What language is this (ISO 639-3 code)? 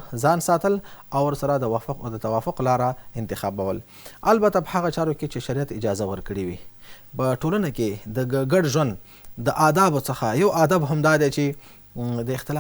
pus